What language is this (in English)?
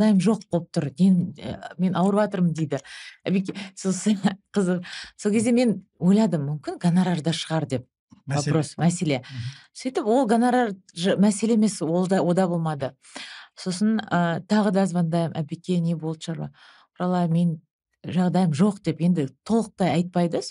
Kazakh